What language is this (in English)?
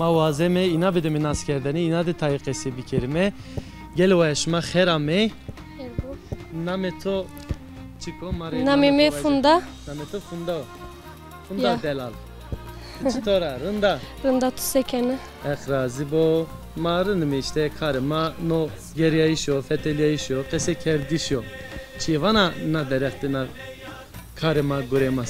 Zaza